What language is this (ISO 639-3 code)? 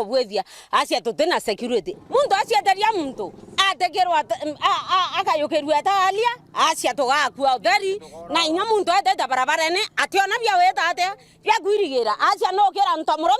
mer